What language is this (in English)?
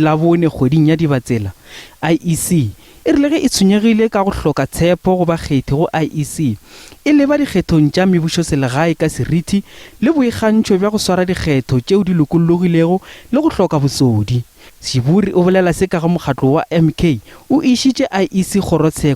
Northern Sotho